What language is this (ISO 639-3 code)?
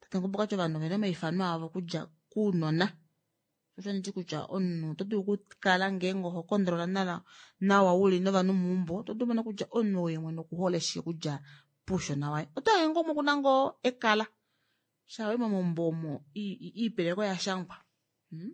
kua